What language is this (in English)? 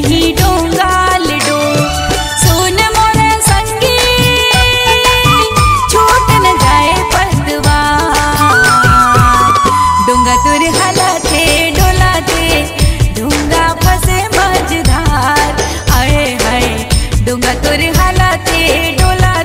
Chhattisgarhi